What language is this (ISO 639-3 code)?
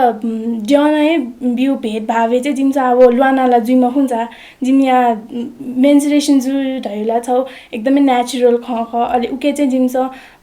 new